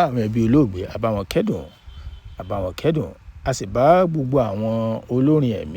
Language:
Yoruba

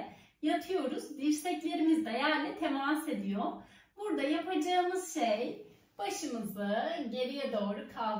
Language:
Turkish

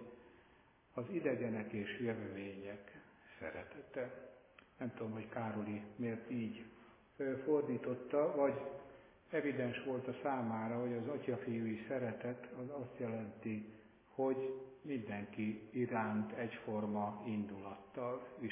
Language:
Hungarian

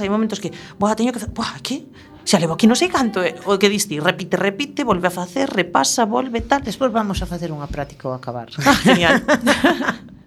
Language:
Galician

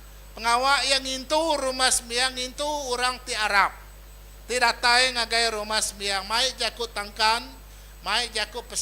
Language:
Iban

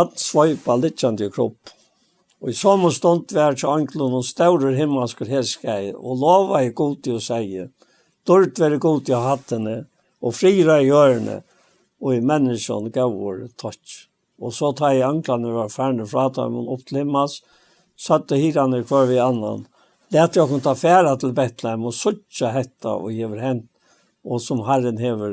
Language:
Faroese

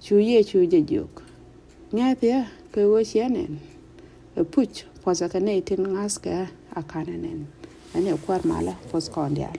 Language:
Nuer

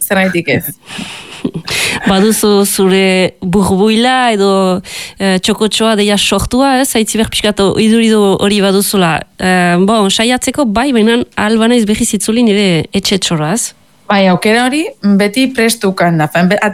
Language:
Basque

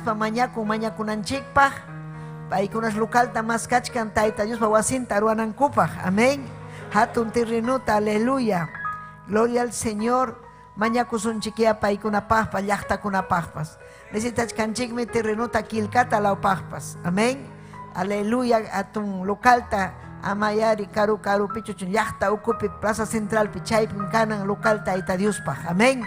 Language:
Ayacucho Quechua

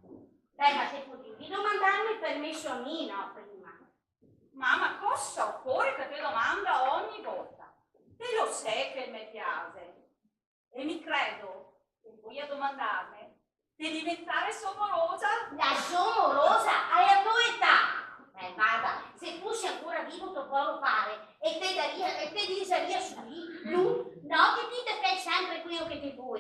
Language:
Venetian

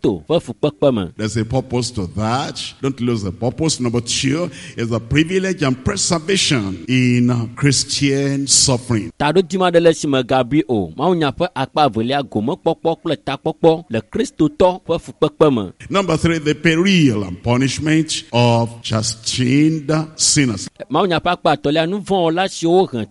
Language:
Ewe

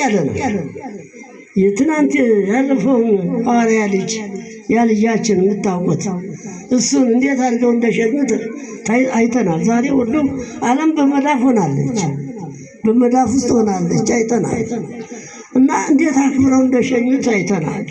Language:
Amharic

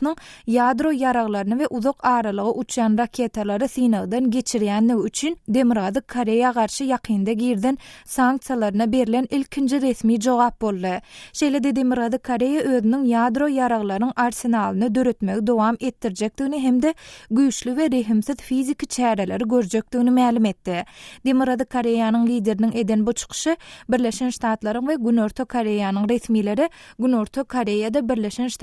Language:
Turkmen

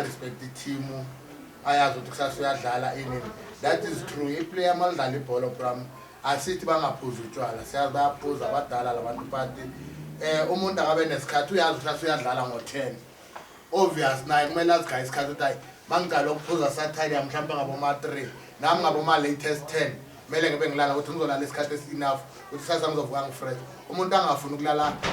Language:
Zulu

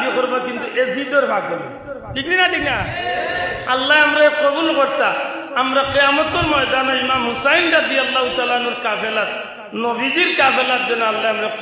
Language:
Sylheti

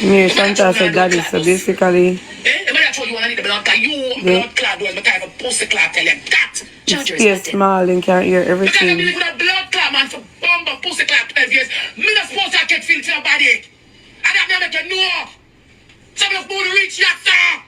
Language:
Jamaican Creole English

